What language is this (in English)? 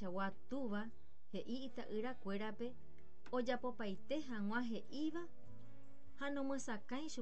Guarani